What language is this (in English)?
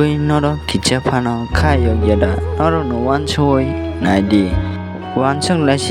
Kok Borok